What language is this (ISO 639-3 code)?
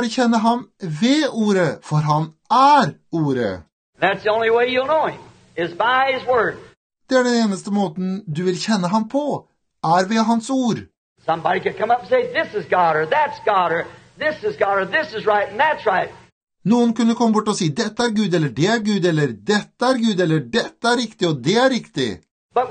nor